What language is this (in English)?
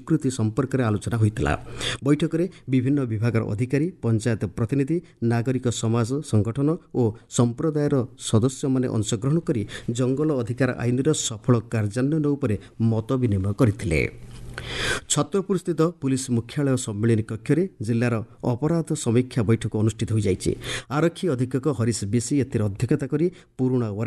Odia